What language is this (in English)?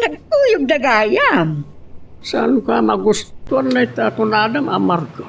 Iloko